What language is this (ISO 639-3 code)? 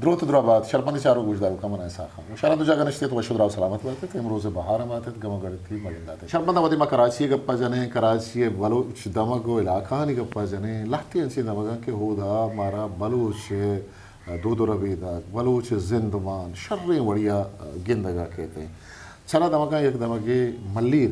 bgp